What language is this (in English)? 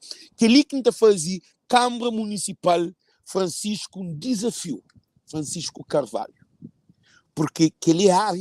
Kabuverdianu